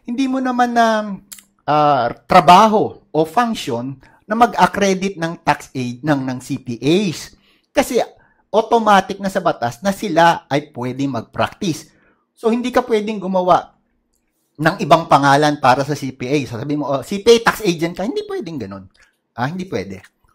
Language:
Filipino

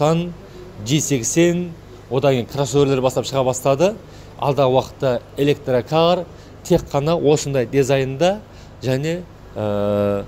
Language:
Kazakh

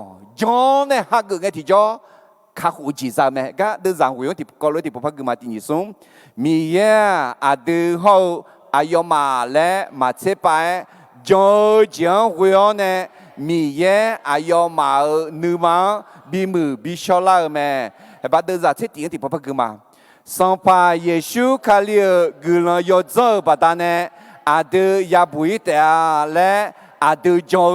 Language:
Akha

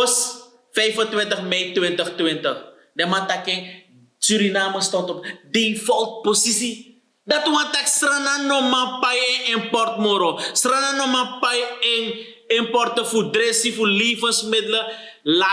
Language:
Sranan Tongo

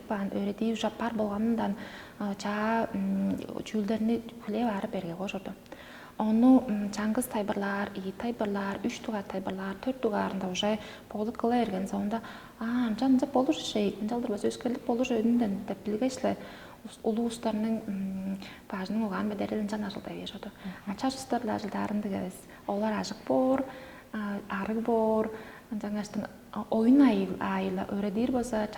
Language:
Tuvinian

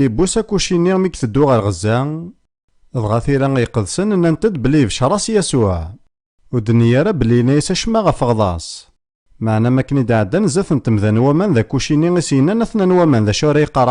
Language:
Kabyle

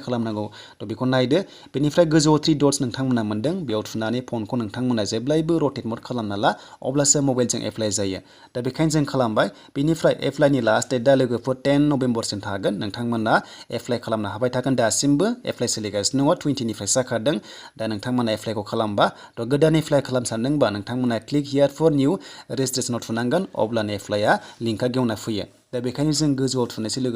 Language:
Bodo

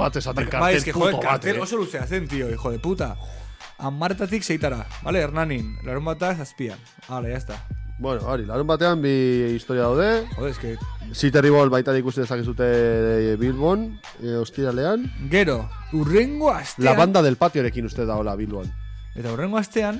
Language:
Basque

